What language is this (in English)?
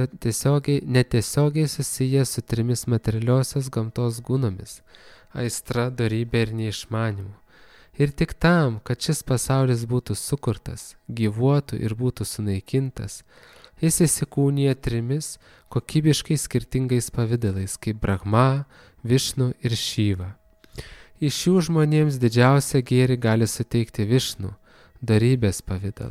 Lithuanian